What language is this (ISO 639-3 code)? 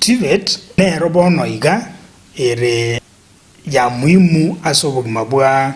guz